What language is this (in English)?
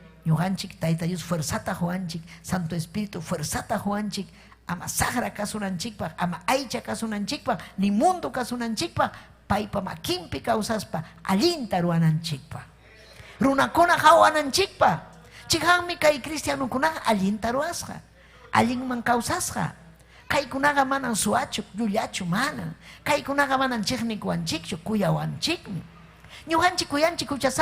Ayacucho Quechua